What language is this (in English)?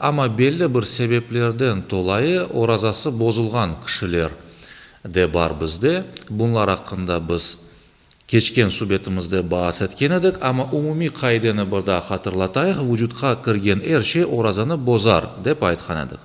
Crimean Tatar